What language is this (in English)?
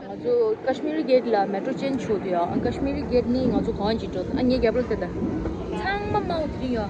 Tibetan